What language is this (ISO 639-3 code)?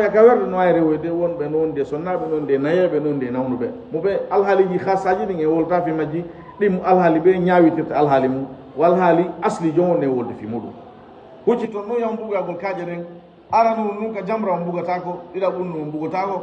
ful